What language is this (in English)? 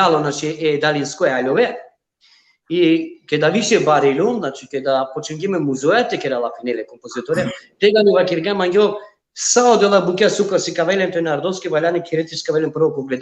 Balkan Romani